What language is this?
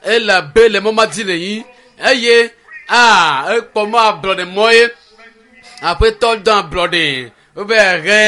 Ewe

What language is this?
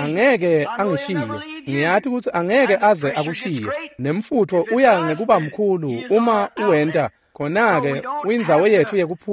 Swati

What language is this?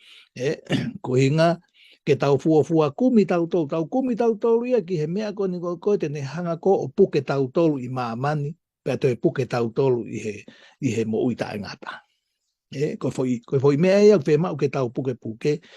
Tongan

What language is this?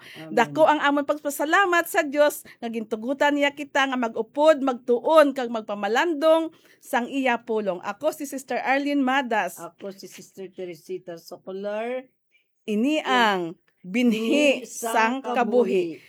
Hiligaynon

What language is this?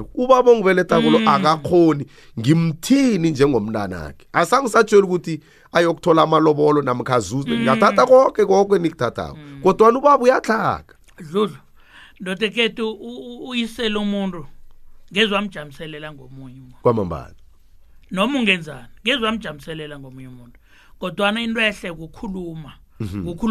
South Ndebele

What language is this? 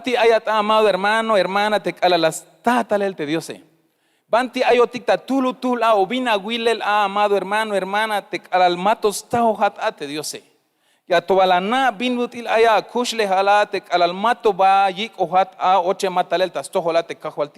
Tzeltal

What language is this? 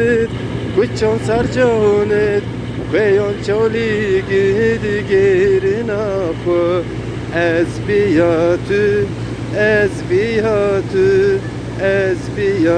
Zaza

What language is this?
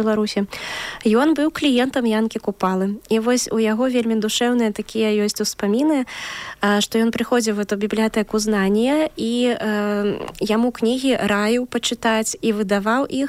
Belarusian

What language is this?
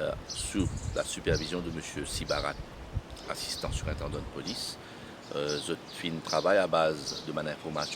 Morisyen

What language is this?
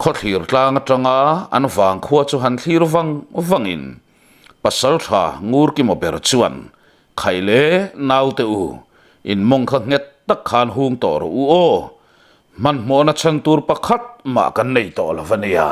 Mizo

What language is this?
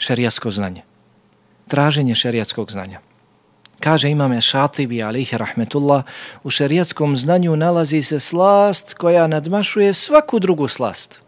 Bosnian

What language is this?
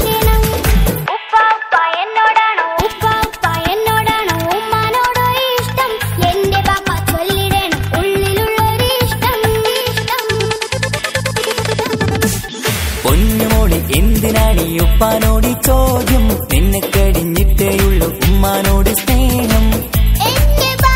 Malayalam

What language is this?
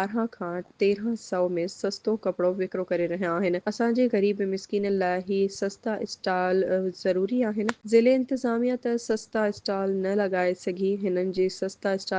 Sindhi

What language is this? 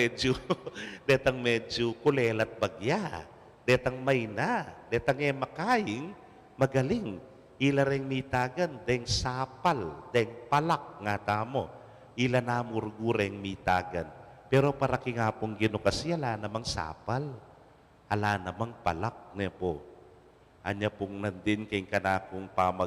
Pampanga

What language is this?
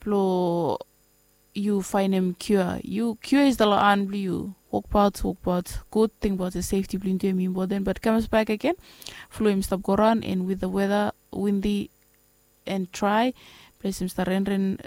Bislama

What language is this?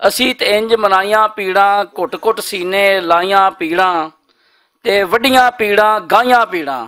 Western Panjabi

